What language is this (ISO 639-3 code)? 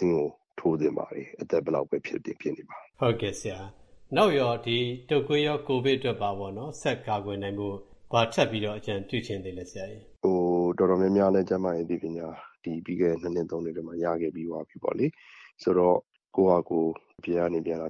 mya